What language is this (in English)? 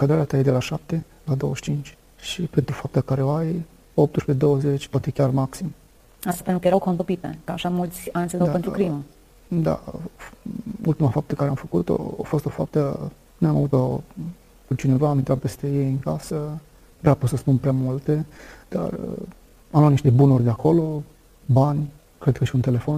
Romanian